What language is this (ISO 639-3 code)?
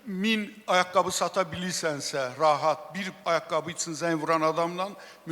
aze